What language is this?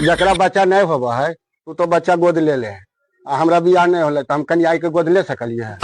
Magahi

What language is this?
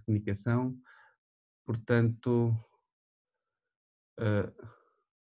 Portuguese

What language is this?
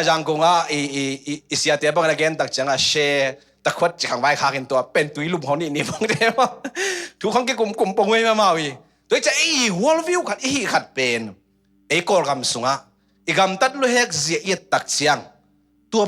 Tedim Chin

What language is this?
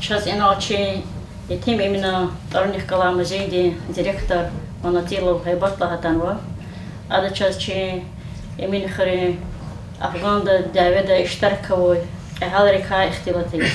Lezghian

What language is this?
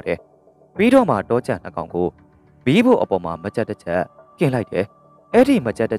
Burmese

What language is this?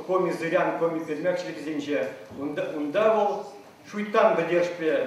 Chuvash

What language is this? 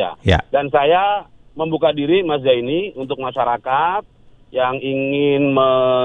Indonesian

